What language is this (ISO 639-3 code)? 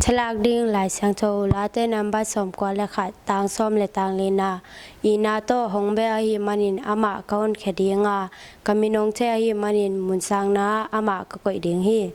ctd